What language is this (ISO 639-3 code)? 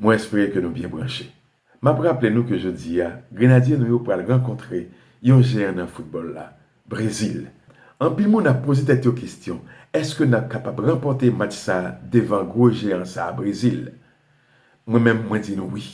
hat